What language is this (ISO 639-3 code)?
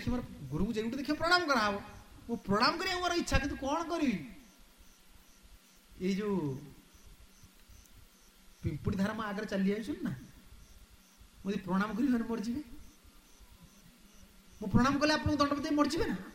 ori